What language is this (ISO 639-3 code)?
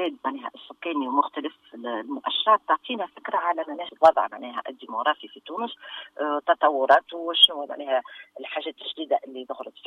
aeb